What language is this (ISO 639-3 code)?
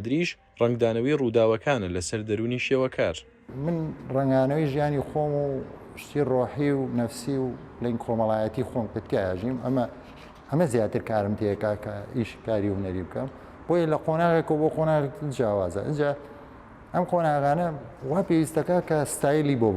kur